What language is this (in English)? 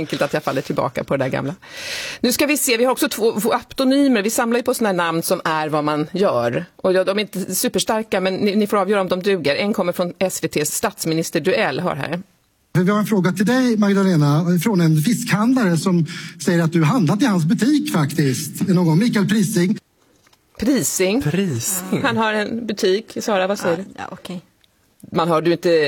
Swedish